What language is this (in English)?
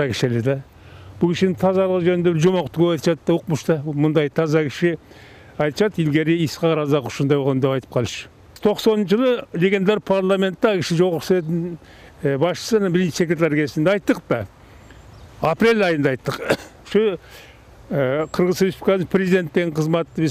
Kyrgyz